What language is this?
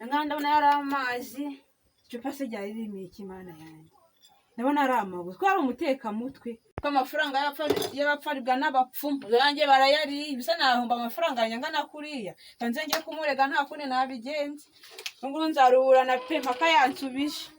Kinyarwanda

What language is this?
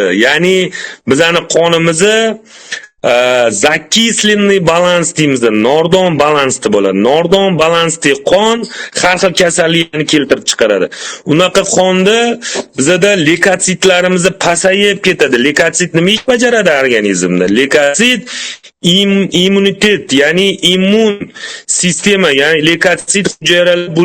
Uzbek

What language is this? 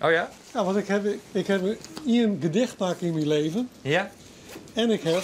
Western Frisian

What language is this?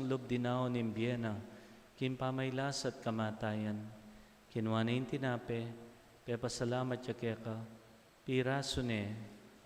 Pampanga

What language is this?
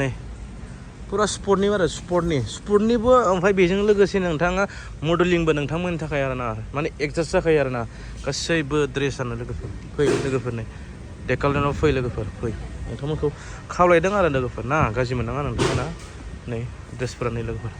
Bodo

